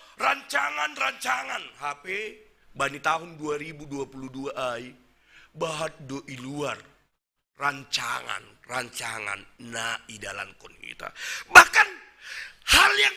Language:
Batak Simalungun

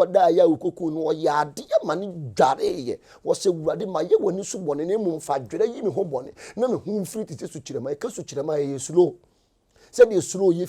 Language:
Akan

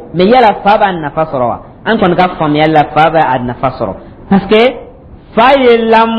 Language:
Dyula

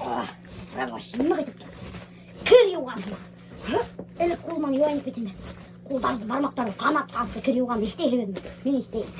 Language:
Bashkir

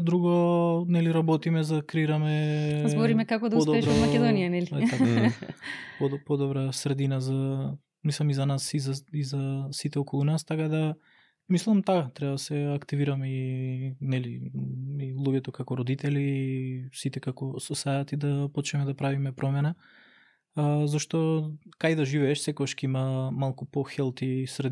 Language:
Macedonian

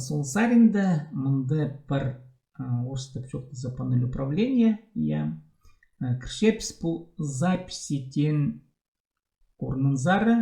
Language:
Khakas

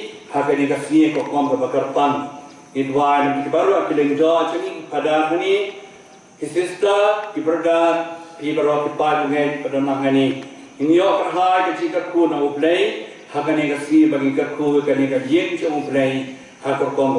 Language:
Khasi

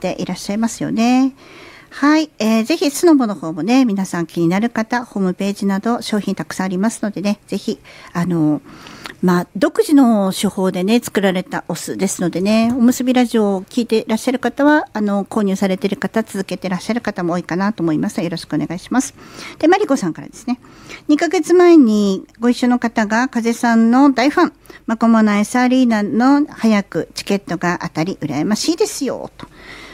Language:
Japanese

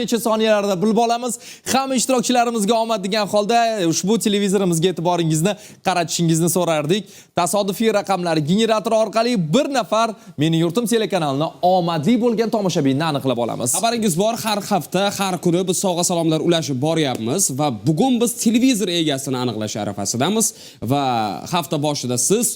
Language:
Uzbek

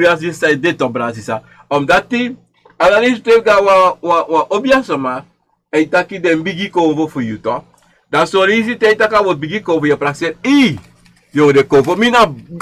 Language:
Sranan Tongo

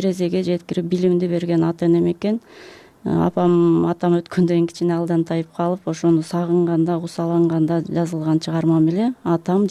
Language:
Kyrgyz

